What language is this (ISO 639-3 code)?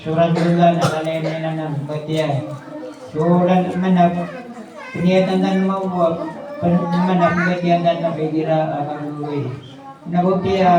mrw